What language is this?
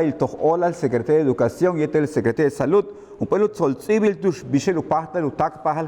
Yucateco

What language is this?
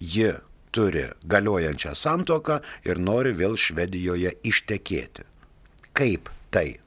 Lithuanian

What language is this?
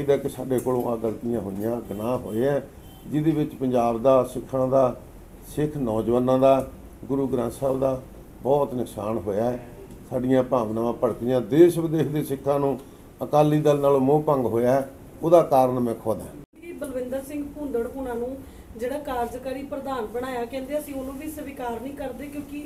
Punjabi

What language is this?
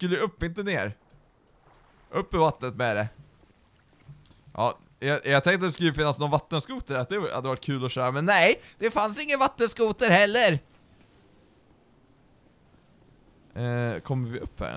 Swedish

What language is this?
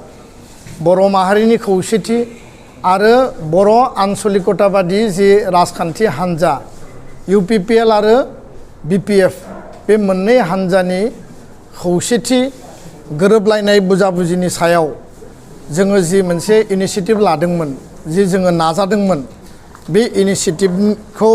Bodo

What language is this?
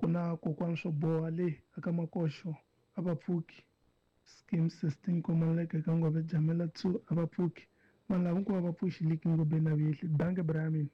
Tsonga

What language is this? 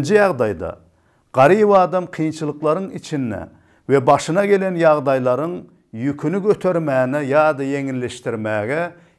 Turkmen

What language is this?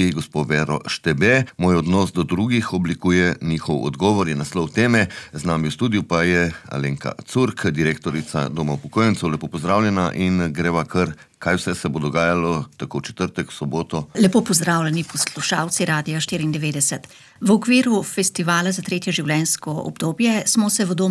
Slovenian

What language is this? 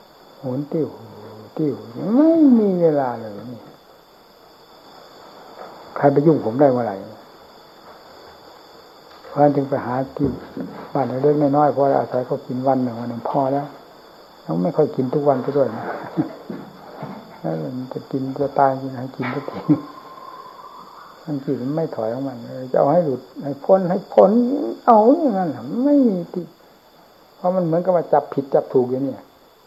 Thai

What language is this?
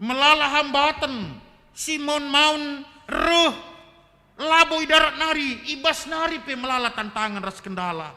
Batak Karo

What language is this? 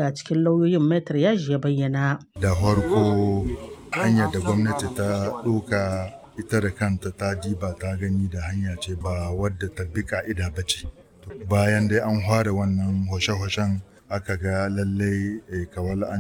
Hausa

